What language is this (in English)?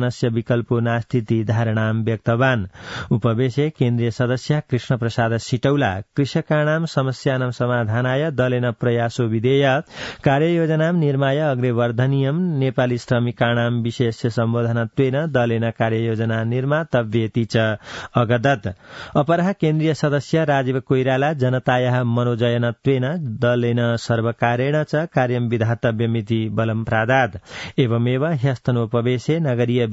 Sanskrit